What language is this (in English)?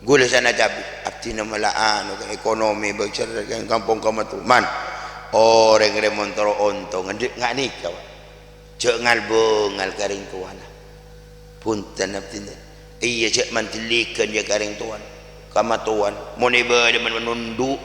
Madurese